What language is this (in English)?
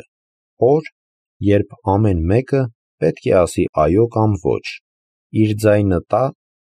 Armenian